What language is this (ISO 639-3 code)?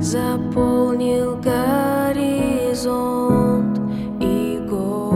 rus